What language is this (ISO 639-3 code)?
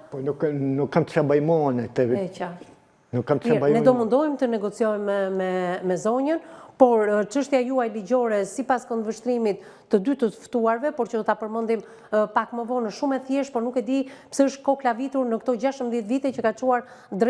sqi